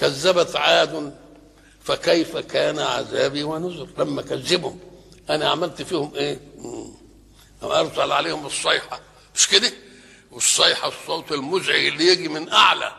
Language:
Egyptian Arabic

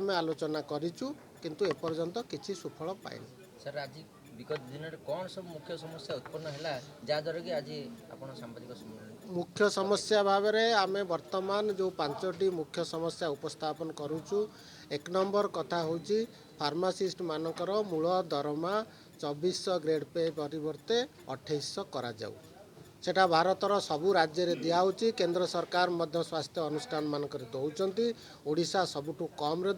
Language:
Odia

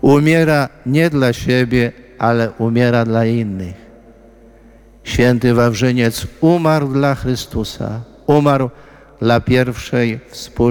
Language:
Polish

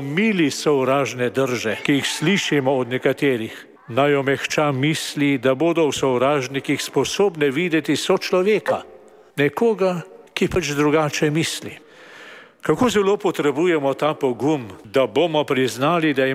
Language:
Slovenian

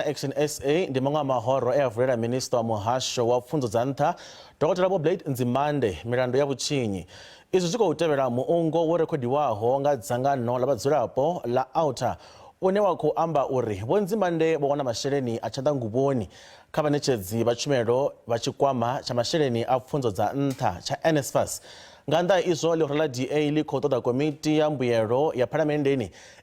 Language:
Venda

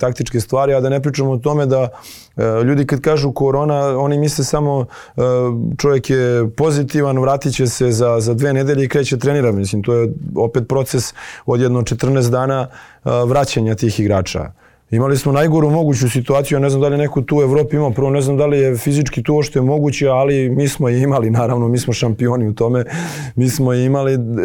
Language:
Serbian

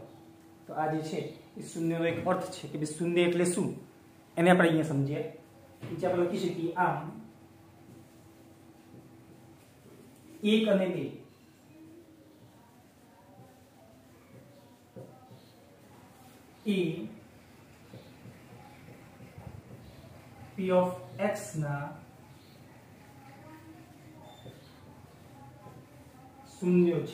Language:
Gujarati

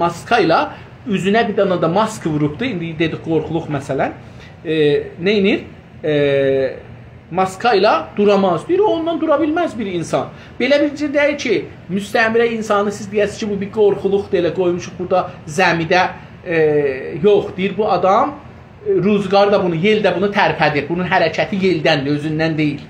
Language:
South Azerbaijani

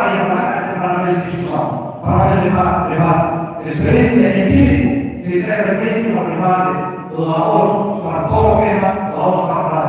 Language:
Tetum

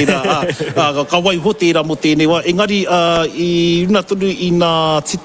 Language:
Māori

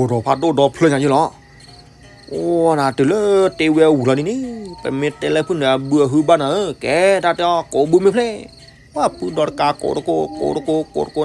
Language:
S'gaw Karen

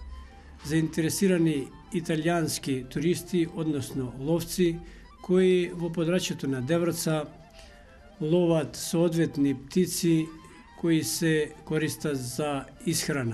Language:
Macedonian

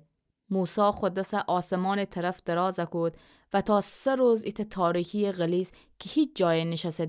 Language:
Gilaki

